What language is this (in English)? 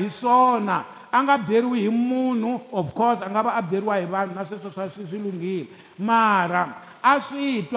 Tsonga